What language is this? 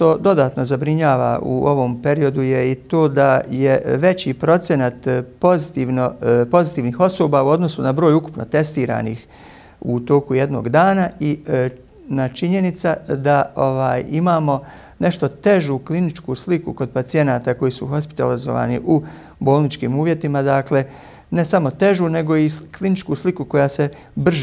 Bosnian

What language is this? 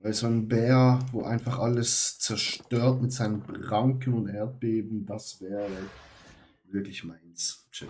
Swiss German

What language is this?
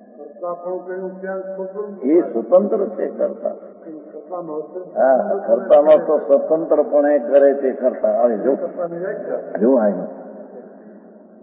Gujarati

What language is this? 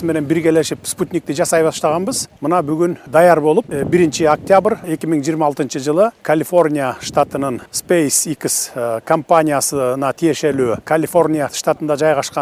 Kyrgyz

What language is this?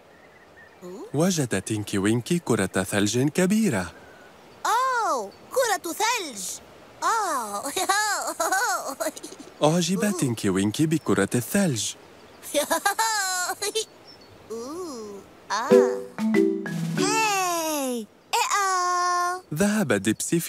Arabic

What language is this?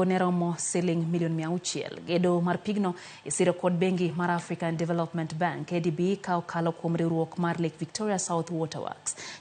Luo (Kenya and Tanzania)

